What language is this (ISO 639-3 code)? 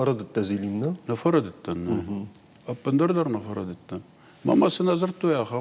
oss